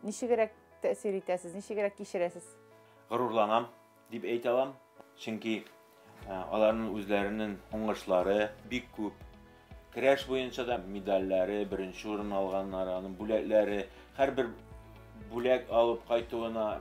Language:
Tatar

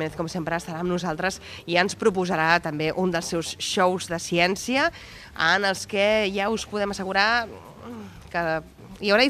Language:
Catalan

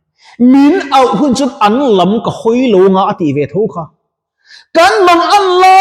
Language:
Mizo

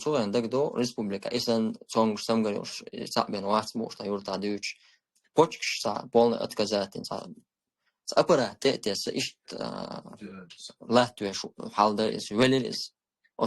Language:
Chechen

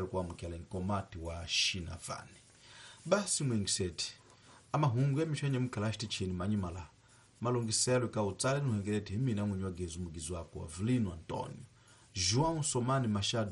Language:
Tsonga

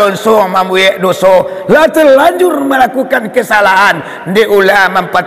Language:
Minangkabau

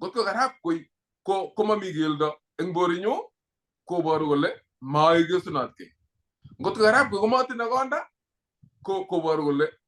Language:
Kalenjin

